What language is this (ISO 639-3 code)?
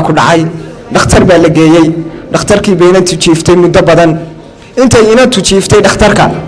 som